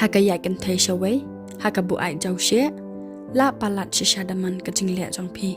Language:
Khasi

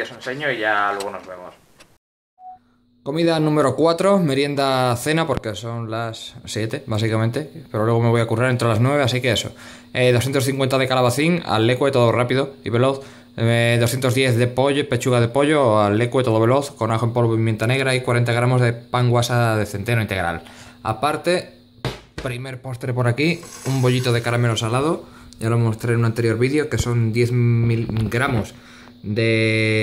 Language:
Spanish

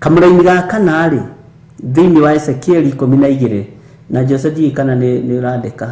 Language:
Kikuyu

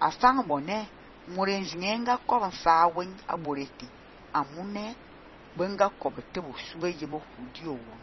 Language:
Fang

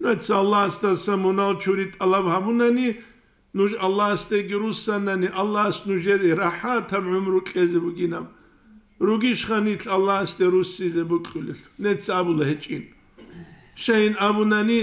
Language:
Avaric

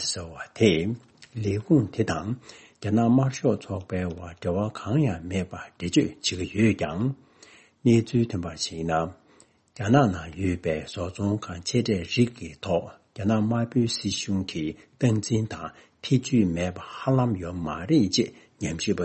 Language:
Tibetan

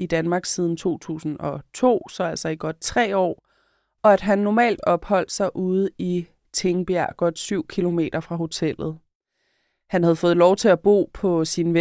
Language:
Danish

